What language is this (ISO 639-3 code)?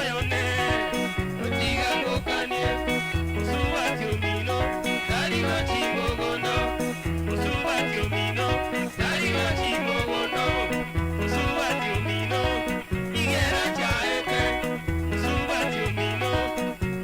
guz